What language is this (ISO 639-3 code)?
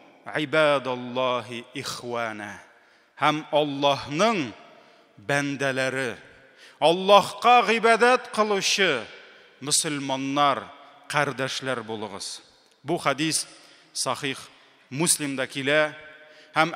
tat